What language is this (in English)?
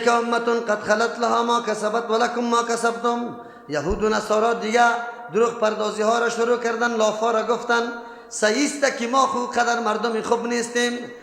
Persian